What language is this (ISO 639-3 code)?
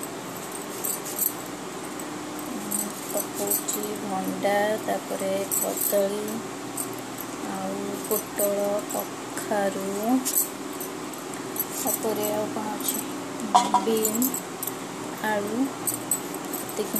ori